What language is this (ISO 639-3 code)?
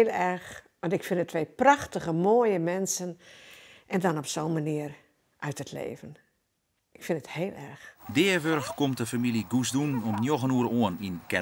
fry